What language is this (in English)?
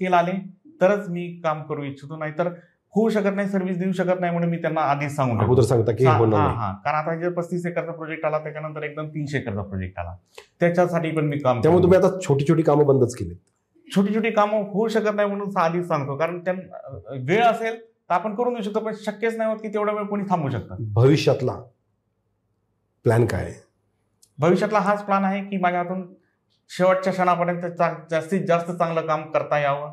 Marathi